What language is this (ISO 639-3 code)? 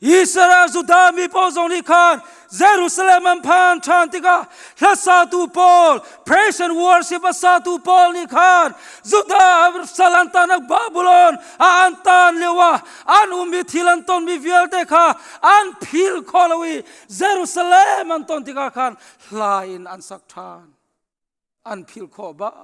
cnh